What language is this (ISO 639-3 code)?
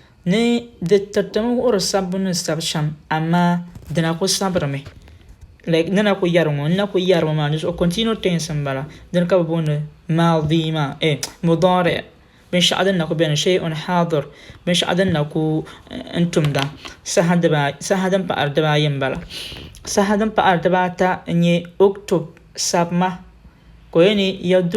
dag